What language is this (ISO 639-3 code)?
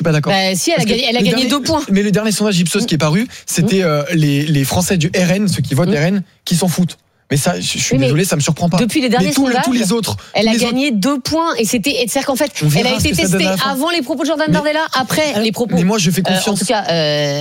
fra